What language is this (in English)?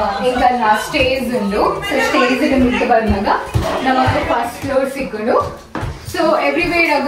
Tulu